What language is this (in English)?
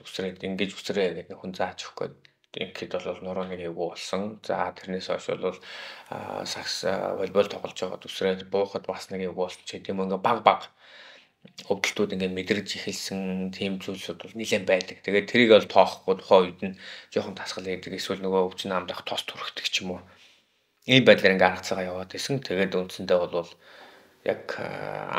Mongolian